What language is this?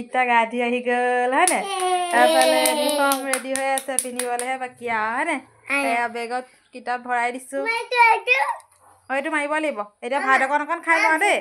Assamese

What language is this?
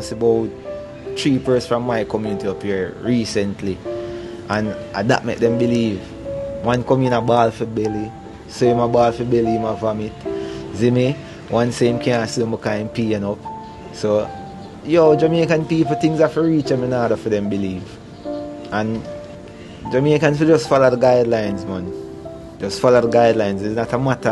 Jamaican Creole English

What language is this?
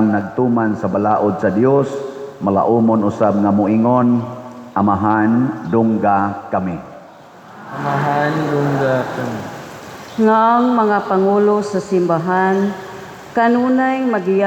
Cebuano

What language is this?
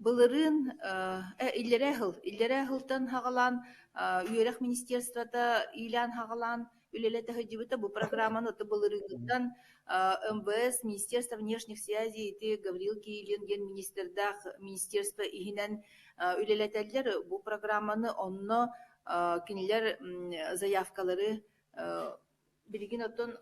Yakut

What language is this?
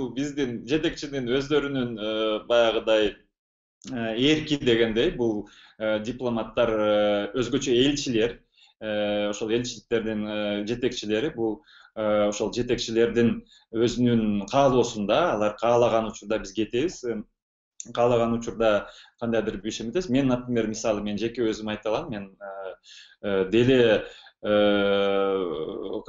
Kyrgyz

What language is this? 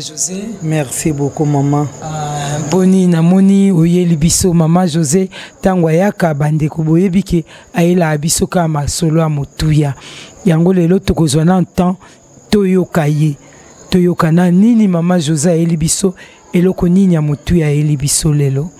Lingala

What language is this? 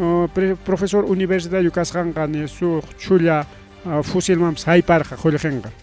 Ayacucho Quechua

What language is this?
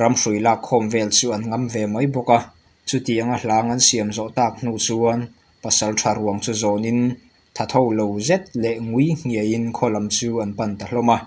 Mizo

